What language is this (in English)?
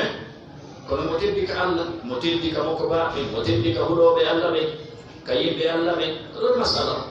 Fula